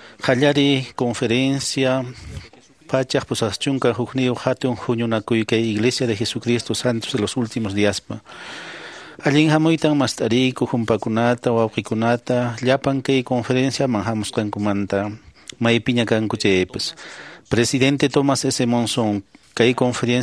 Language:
Quechua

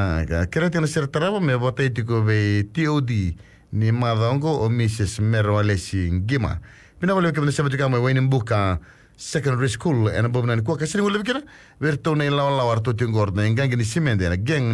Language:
Fijian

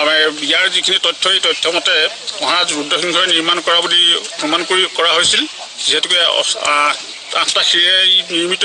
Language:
Assamese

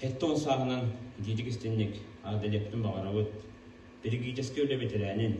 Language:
Yakut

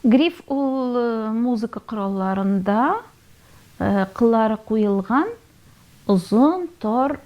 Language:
Tatar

